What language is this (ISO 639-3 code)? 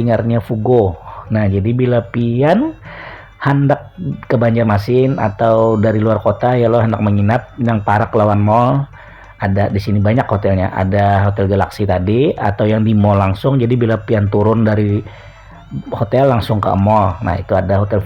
bjn